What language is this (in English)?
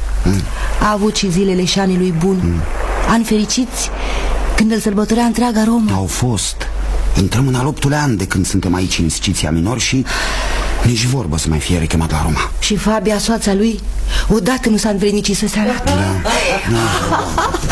Romanian